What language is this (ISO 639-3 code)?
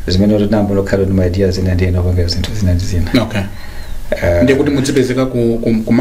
nya